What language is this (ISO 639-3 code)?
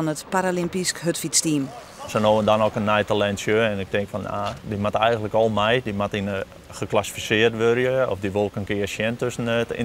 fry